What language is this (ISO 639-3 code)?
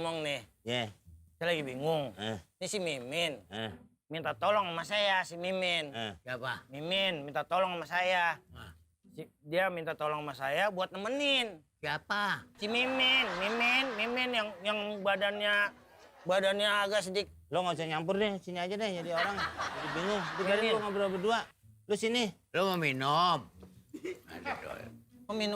bew